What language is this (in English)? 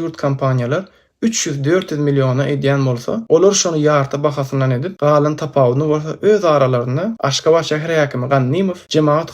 Turkmen